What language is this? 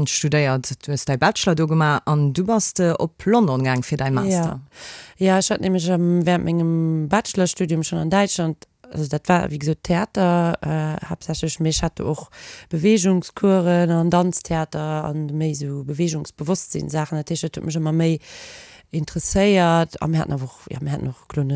Luxembourgish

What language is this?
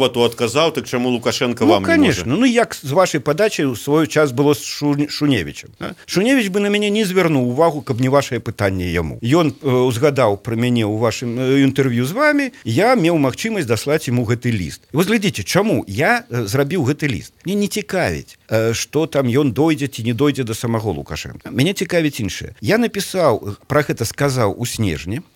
Belarusian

